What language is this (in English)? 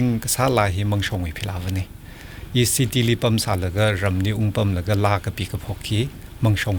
Tangkhul Naga (India)